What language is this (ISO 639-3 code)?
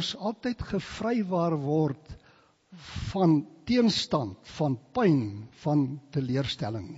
afr